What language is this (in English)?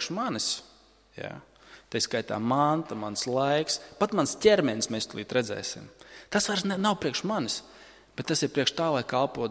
Latvian